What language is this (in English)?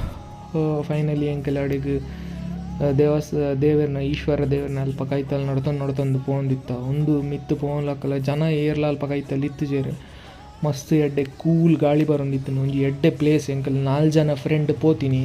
Tulu